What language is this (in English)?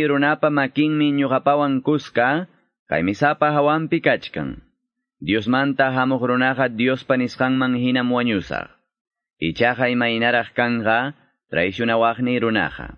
Quechua